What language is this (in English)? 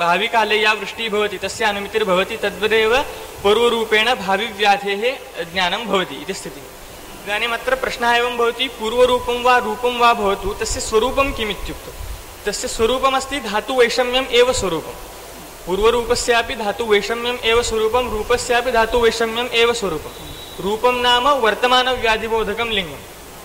Sanskrit